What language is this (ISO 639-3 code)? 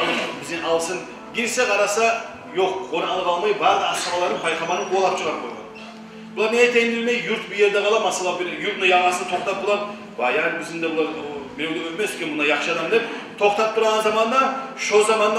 kum